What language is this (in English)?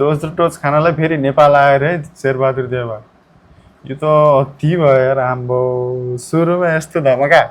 Nepali